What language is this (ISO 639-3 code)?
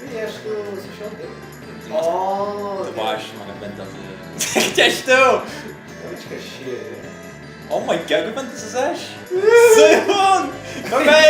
fao